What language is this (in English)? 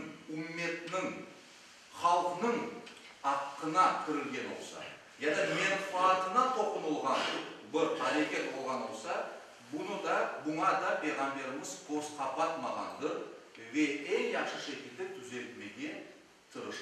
Crimean Tatar